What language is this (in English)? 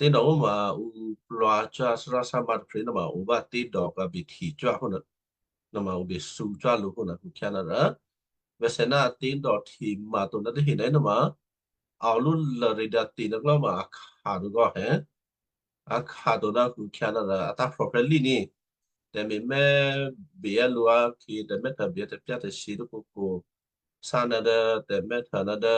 Western Kayah